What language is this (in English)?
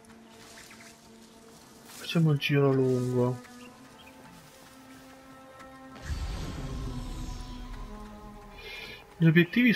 Italian